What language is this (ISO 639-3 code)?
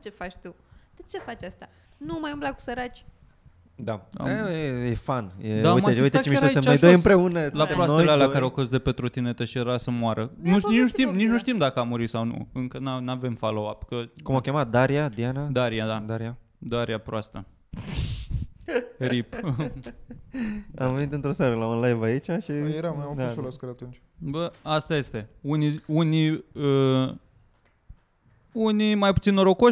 ron